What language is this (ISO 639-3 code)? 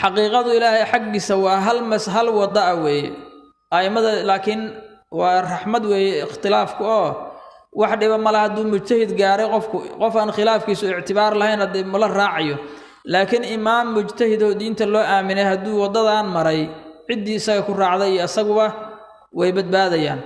som